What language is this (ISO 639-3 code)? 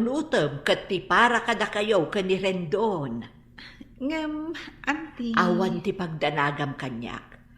ilo